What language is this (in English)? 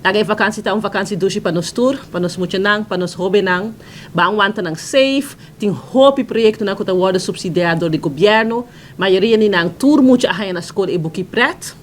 Papiamento